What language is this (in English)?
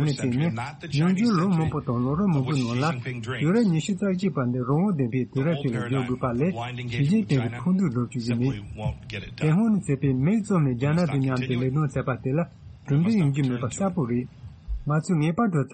Tibetan